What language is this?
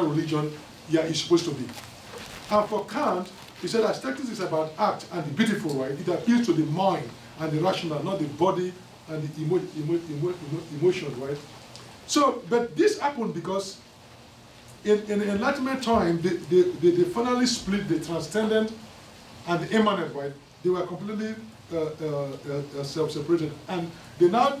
English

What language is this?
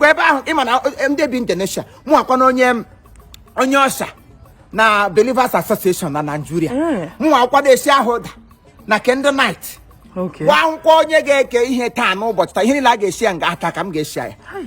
Igbo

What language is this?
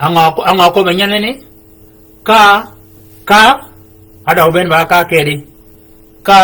Shilluk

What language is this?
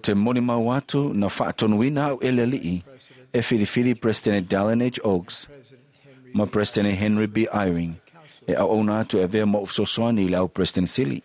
Samoan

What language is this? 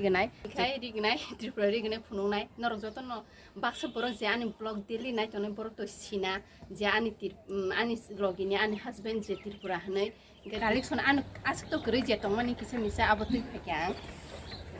Kok Borok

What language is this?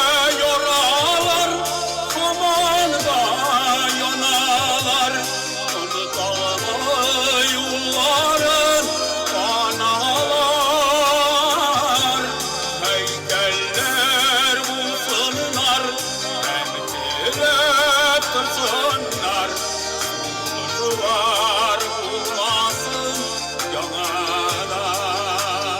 Tatar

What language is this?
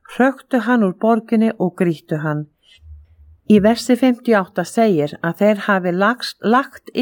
Icelandic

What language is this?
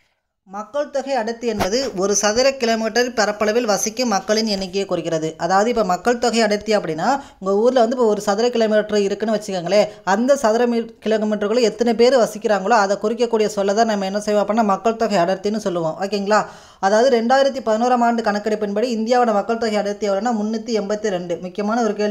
Tamil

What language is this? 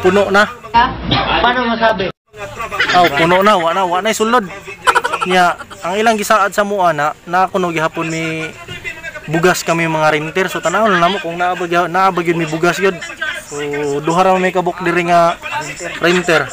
Cebuano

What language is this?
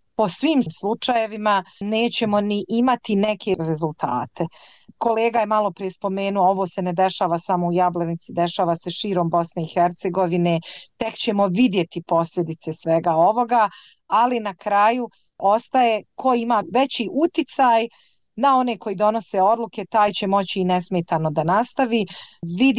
Bosnian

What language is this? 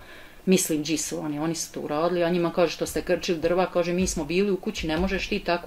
Bosnian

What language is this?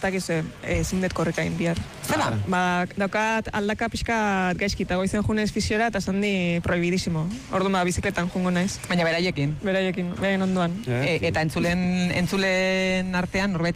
Basque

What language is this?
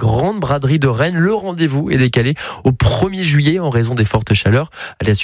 French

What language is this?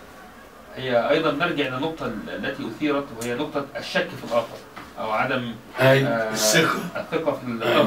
Arabic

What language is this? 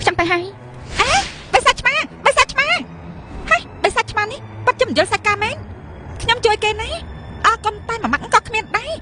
Khmer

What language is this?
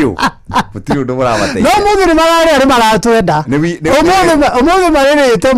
Kikuyu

